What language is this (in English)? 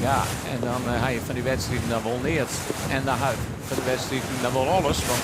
Western Frisian